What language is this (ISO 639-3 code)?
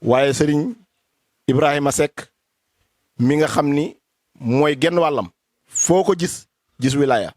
wol